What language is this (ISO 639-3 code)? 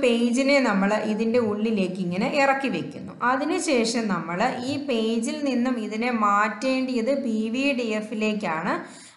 mal